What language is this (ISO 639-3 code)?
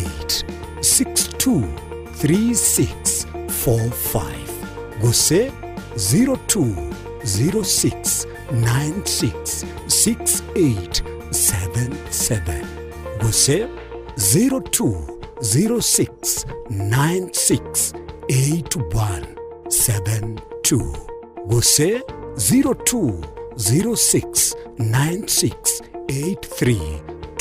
guz